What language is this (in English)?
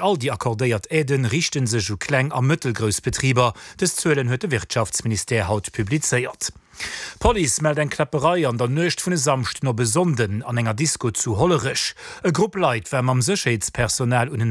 Luxembourgish